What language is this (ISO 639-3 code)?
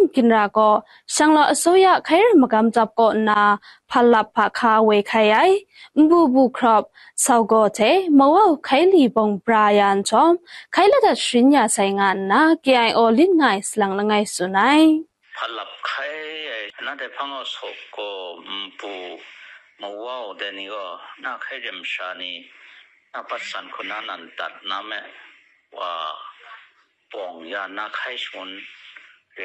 kac